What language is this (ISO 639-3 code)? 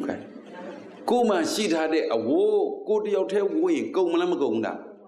mya